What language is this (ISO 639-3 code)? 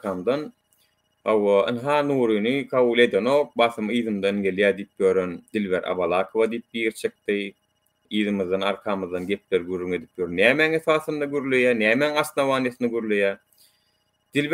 tuk